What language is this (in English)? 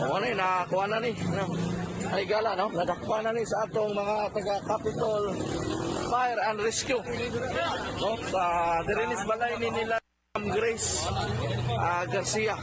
Cebuano